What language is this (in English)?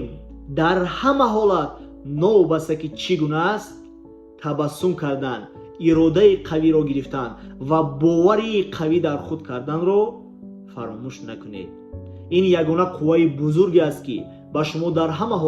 Tajik